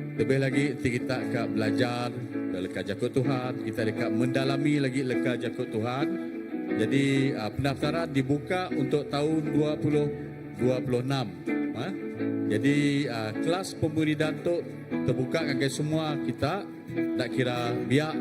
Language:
Iban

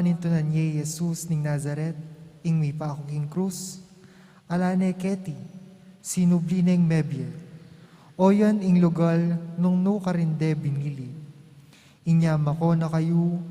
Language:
Pampanga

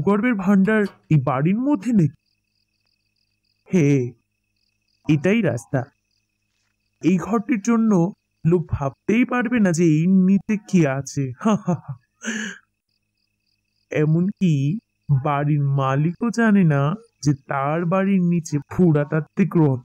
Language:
Bangla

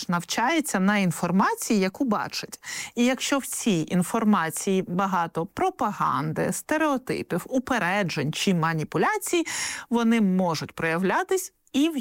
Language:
Ukrainian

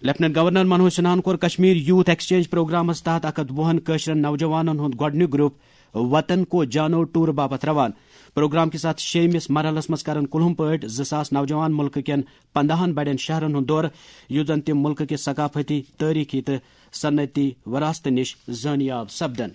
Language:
Kashmiri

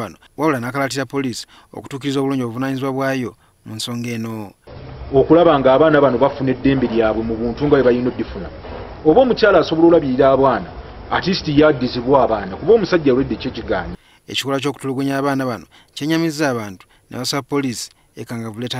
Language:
Ganda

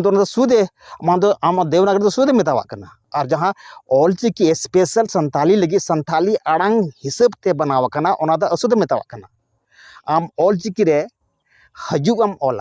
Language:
Santali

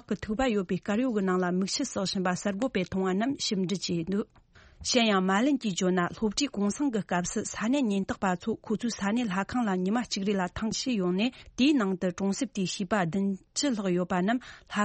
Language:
Tibetan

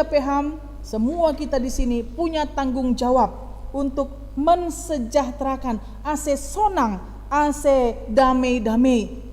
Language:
Batak Simalungun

